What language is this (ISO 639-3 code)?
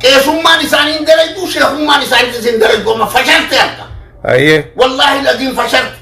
orm